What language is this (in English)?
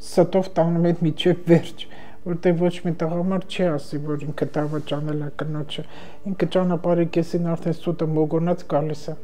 Armenian